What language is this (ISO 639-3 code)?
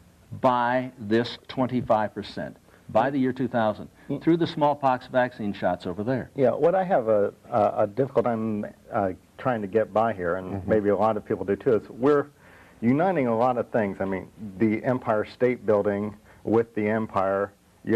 eng